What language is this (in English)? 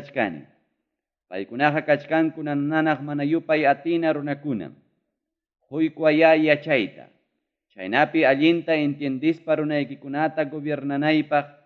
Ayacucho Quechua